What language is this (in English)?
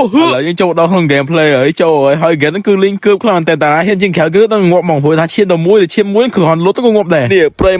Khmer